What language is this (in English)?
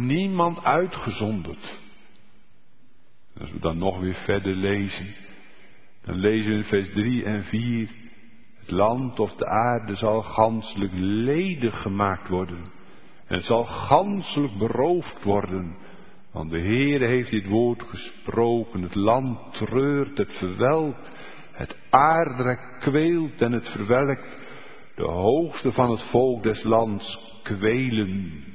Dutch